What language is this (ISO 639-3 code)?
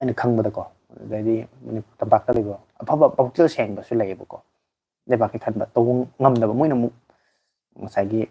mni